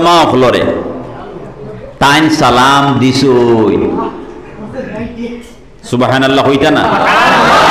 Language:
Sylheti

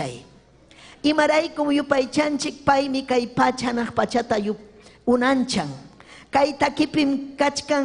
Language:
Ayacucho Quechua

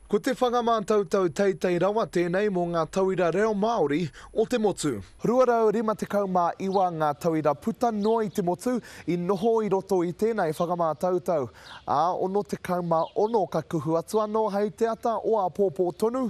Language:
Māori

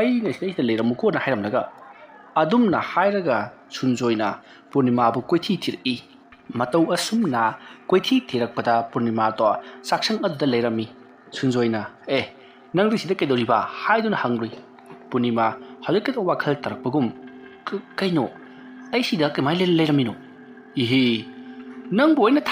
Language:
Manipuri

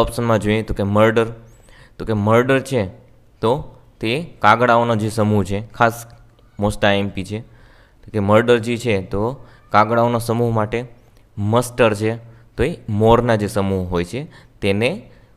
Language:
Gujarati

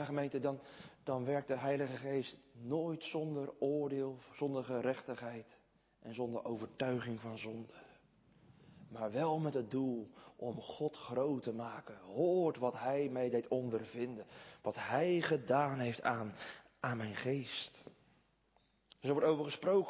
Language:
Dutch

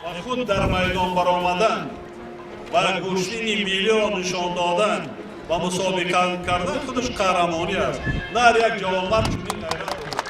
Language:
Tajik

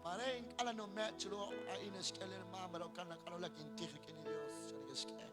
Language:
Kekchí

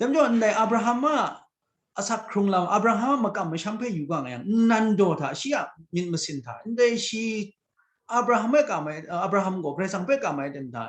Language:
Kachin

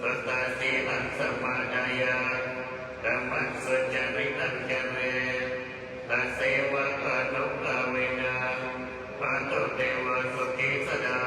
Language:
Pali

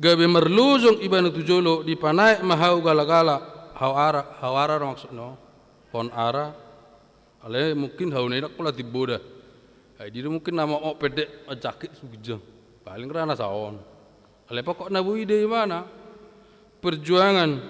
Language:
Batak Toba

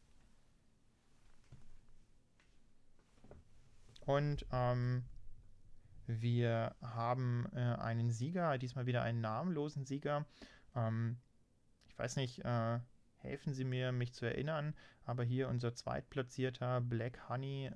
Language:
German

